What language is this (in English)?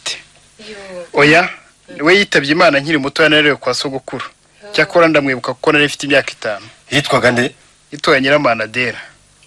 Kinyarwanda